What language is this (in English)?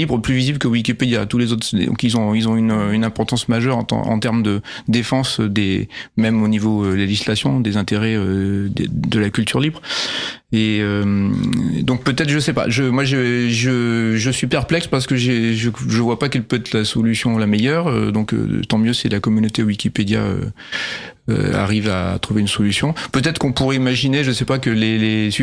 French